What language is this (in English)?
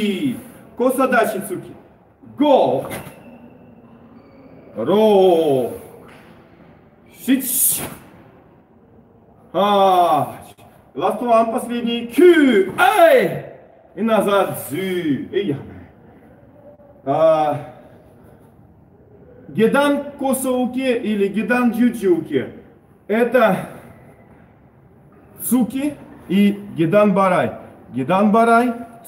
Russian